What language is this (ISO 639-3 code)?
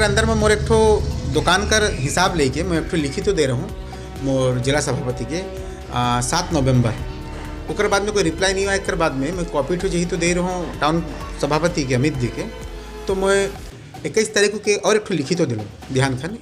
sck